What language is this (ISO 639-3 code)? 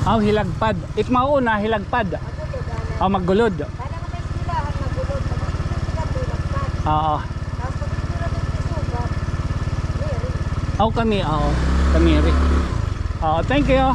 war